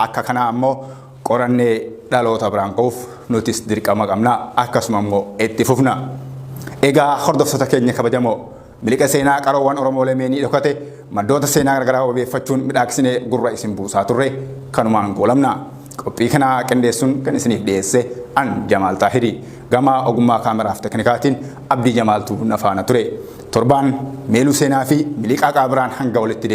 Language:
Oromo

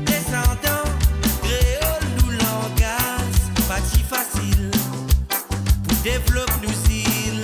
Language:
Morisyen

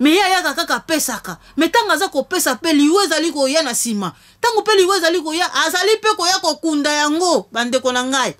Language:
Lingala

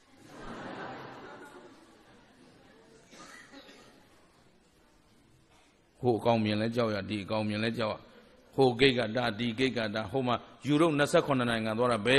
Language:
Burmese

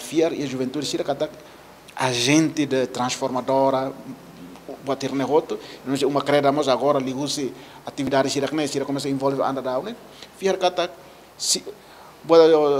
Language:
Tetum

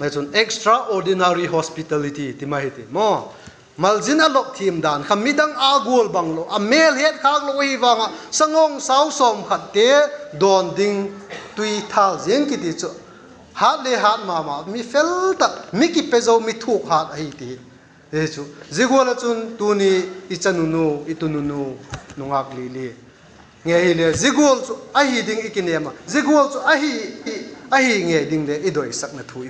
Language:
Vaiphei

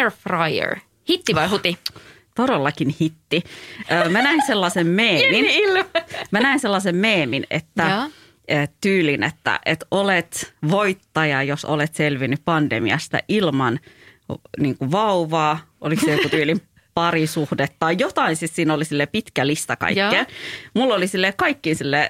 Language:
Finnish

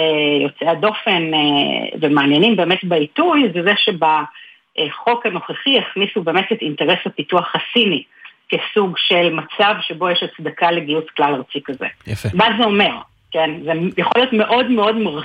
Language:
Hebrew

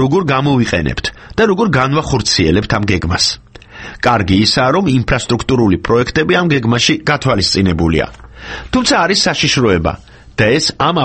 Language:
Georgian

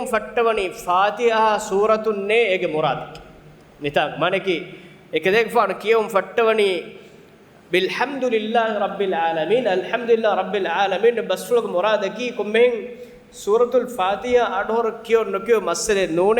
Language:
Divehi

